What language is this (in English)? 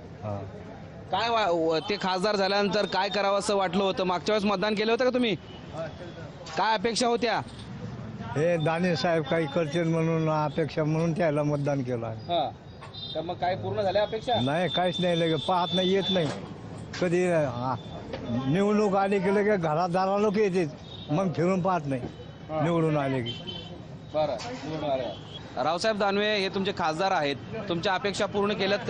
Marathi